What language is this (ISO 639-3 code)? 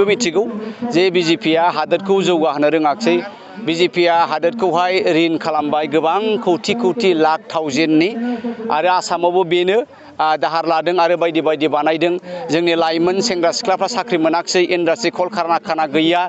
brx